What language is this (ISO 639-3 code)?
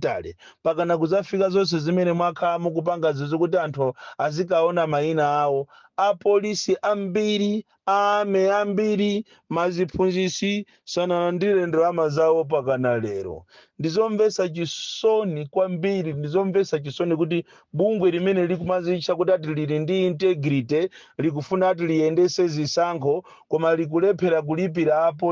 nya